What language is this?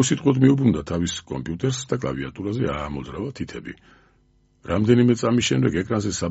Georgian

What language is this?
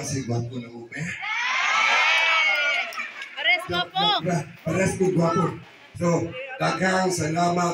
Cebuano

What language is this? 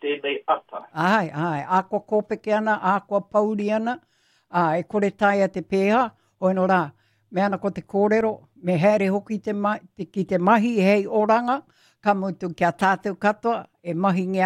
Māori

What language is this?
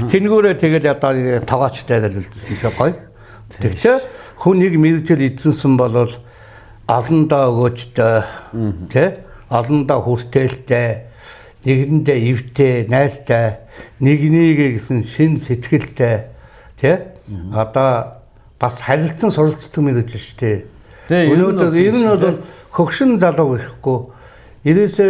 Mongolian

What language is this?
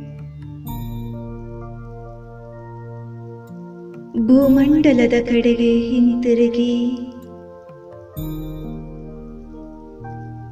Kannada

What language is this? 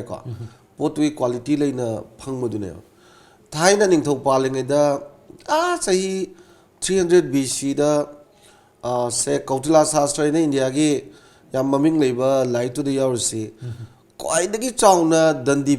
Manipuri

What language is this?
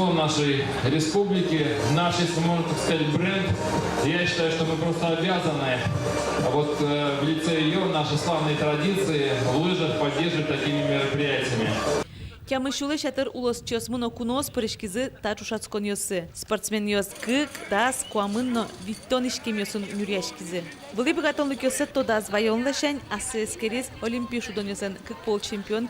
Udmurt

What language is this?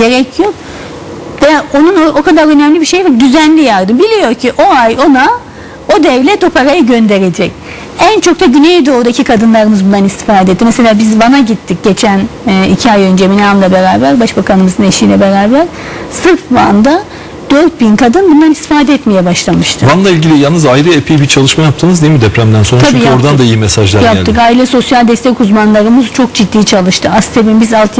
Turkish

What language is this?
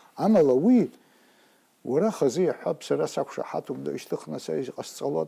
Abkhazian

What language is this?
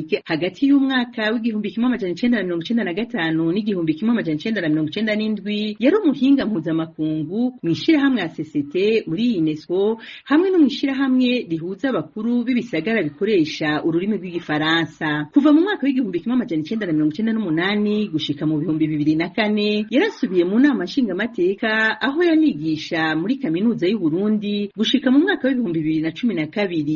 Rundi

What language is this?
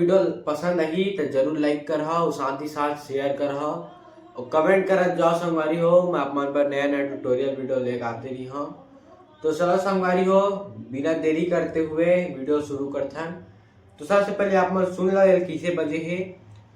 Chhattisgarhi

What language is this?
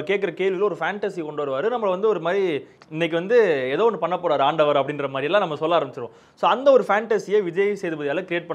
Tamil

